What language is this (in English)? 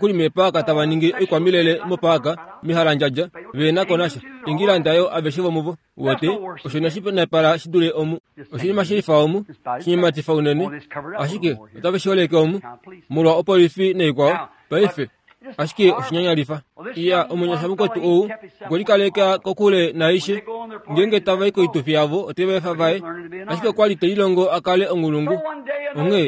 Kuanyama